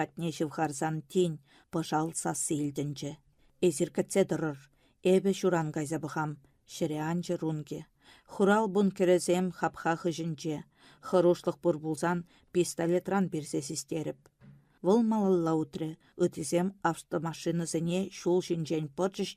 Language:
Chuvash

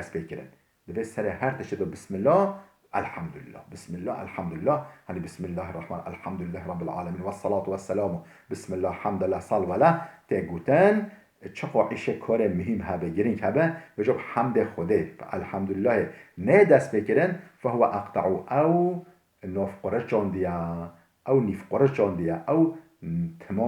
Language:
Kurdish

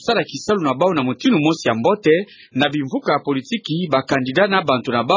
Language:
Kituba (Democratic Republic of Congo)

